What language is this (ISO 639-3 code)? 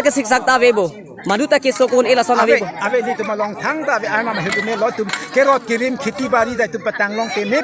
mjw